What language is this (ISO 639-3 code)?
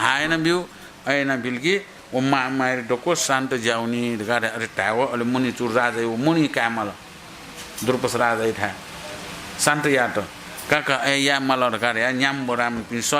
new